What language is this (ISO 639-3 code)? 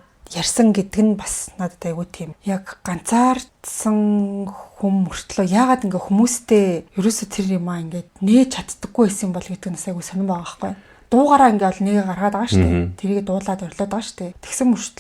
mon